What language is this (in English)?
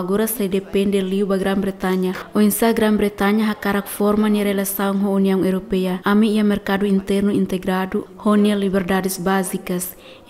Tetum